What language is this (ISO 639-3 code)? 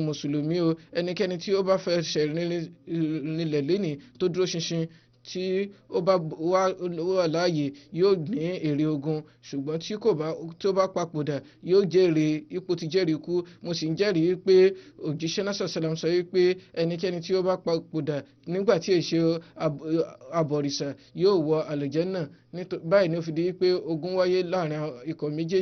yor